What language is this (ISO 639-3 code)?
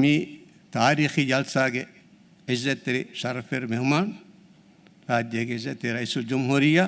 div